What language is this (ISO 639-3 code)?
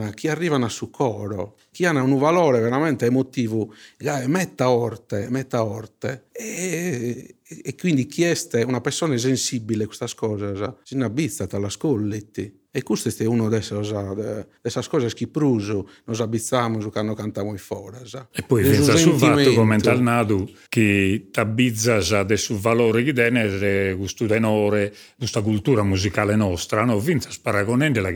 srd